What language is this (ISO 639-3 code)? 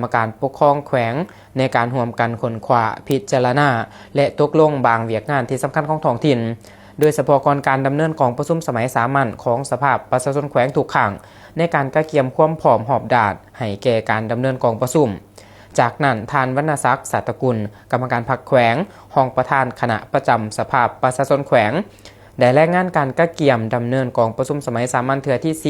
lao